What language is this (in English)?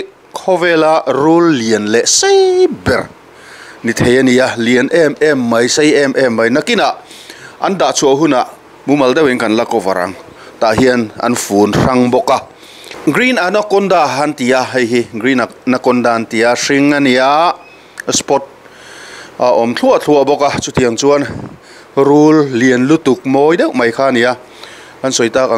Mizo